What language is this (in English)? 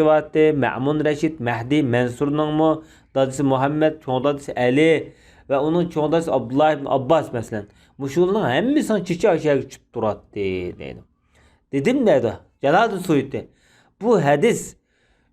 Uyghur